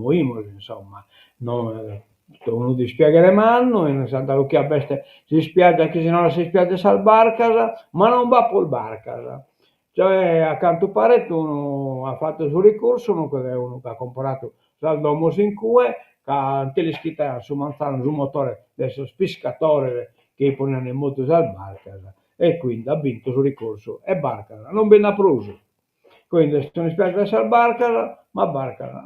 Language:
Sardinian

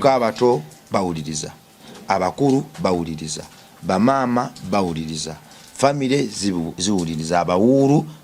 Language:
Ganda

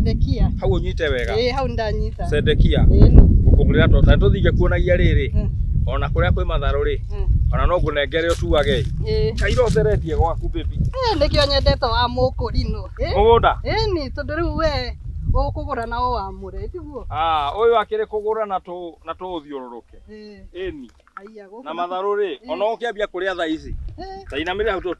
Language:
Kikuyu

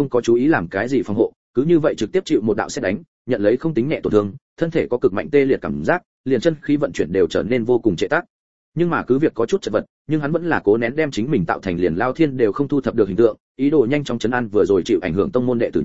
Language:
Vietnamese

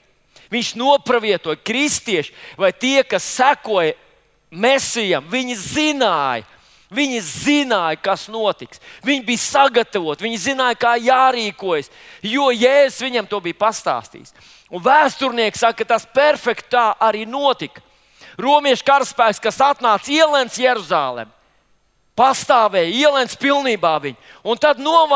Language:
Latvian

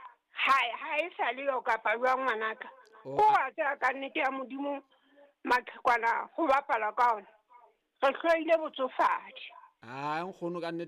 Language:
Southern Sotho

